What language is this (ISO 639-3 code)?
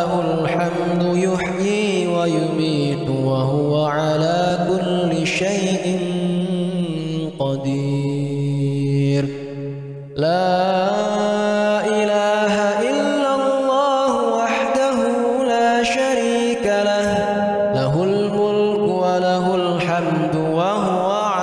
ind